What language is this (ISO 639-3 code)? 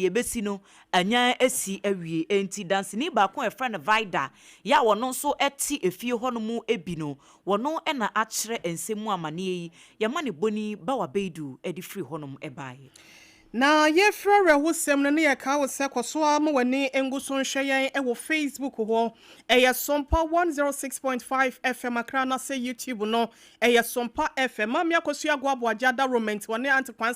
aka